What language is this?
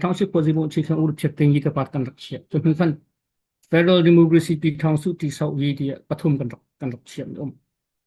Hakha Chin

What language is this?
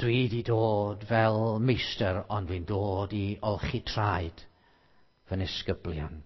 Welsh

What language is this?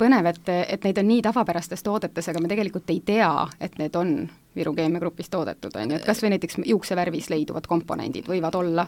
Estonian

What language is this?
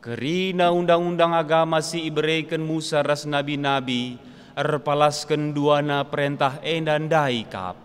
Batak Karo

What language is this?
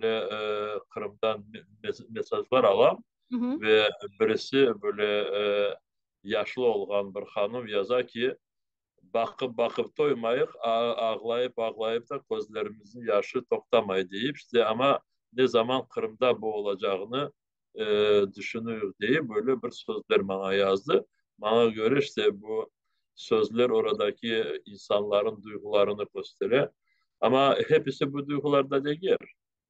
Crimean Tatar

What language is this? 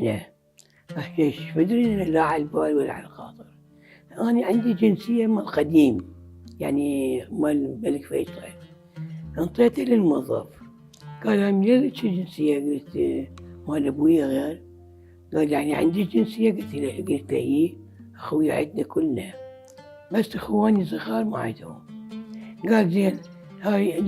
Mesopotamian Arabic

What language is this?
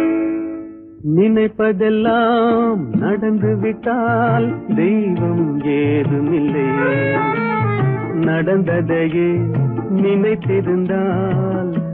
Tamil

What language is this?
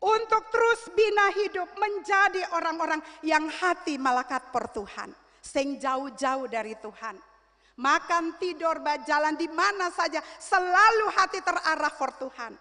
Ambonese Malay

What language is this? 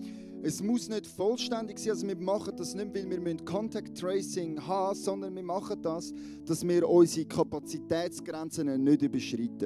Swiss German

